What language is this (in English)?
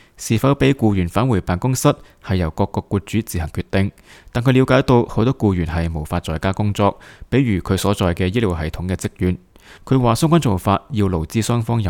Cantonese